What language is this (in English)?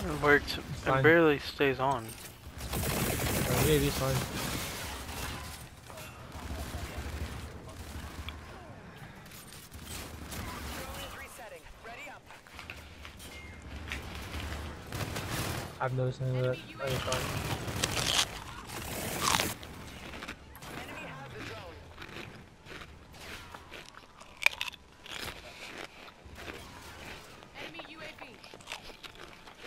English